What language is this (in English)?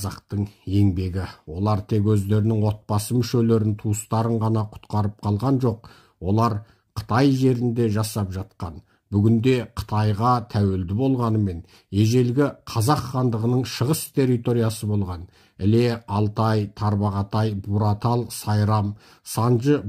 Kazakh